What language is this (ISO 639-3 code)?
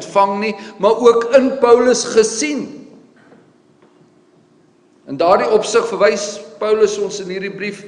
afr